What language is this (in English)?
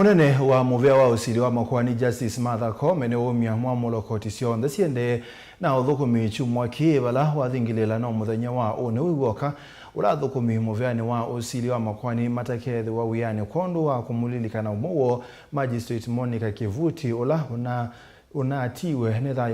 Kamba